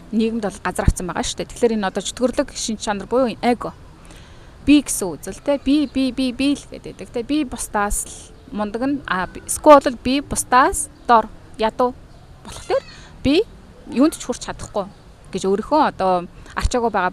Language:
Mongolian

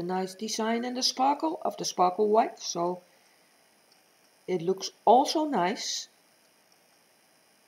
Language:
English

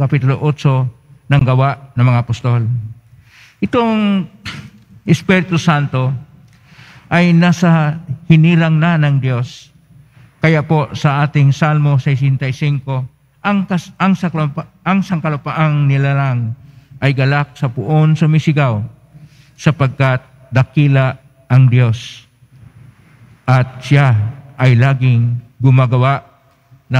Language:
Filipino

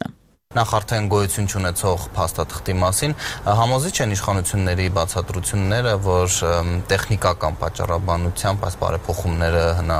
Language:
Armenian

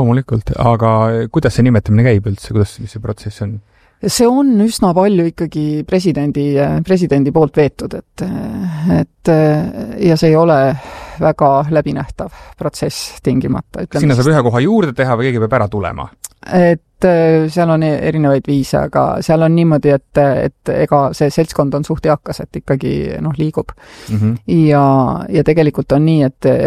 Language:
Estonian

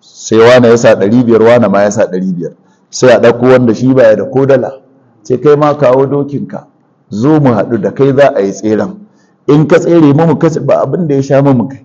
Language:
Hausa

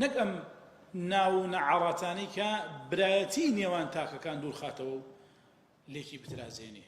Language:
Central Kurdish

